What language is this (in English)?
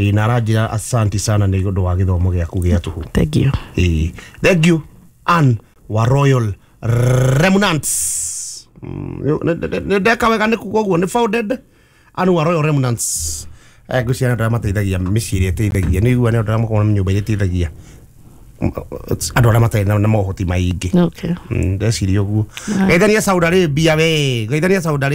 Kikuyu